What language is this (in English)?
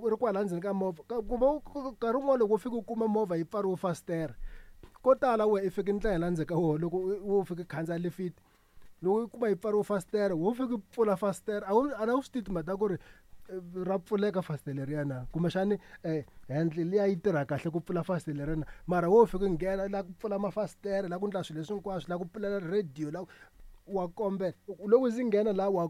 Tsonga